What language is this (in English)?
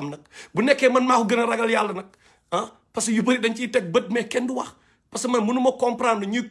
Wolof